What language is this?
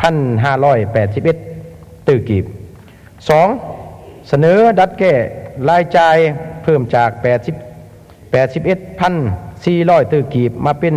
Lao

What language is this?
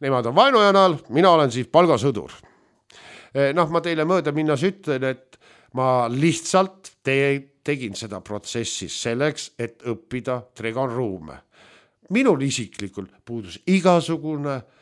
Estonian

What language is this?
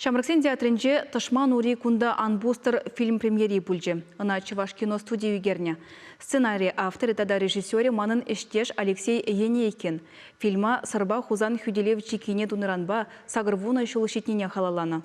Chuvash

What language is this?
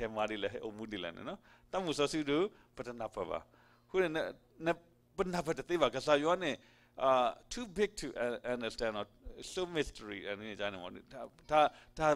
S'gaw Karen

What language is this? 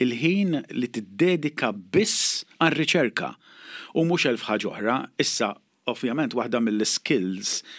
Maltese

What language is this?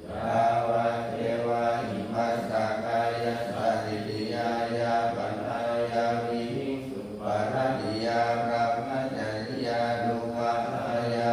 Pali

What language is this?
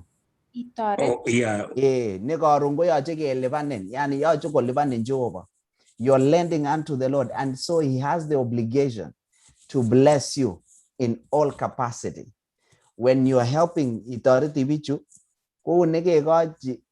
Kalenjin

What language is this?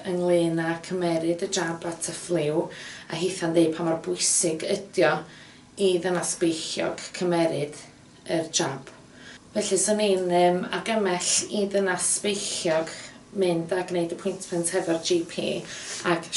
Welsh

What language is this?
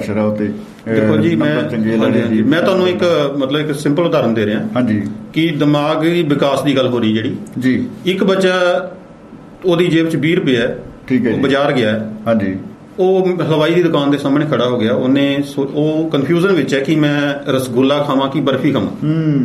Punjabi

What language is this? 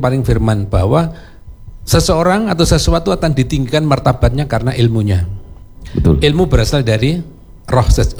Indonesian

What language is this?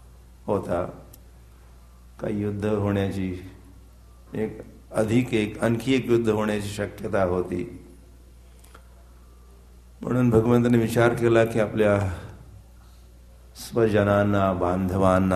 Marathi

